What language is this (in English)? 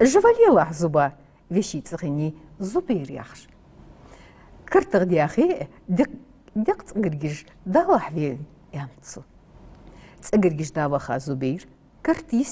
Ingush